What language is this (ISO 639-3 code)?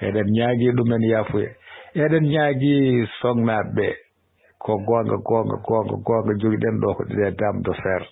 ful